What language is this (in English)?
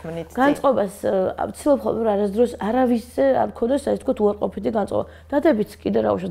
Georgian